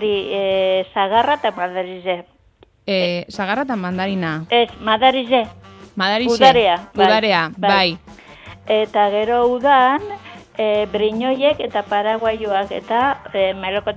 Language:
Basque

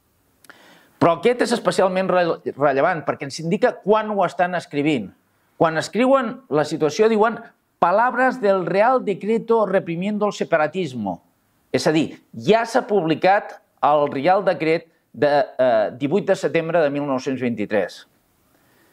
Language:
Catalan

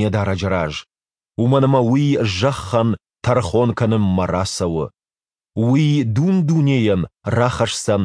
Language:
Ossetic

